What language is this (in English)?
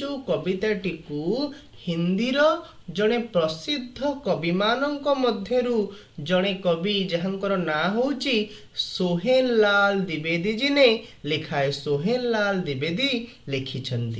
Odia